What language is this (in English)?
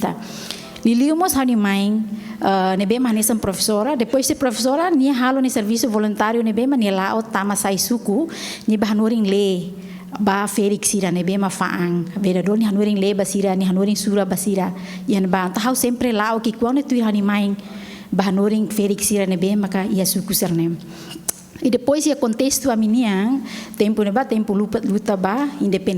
Tetum